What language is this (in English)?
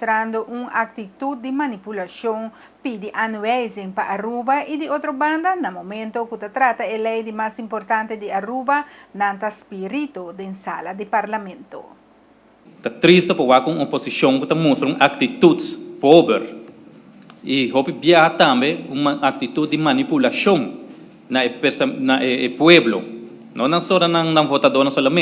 Papiamento